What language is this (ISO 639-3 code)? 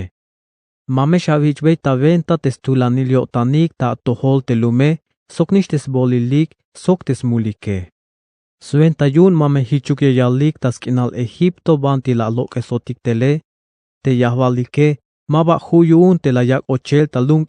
tzh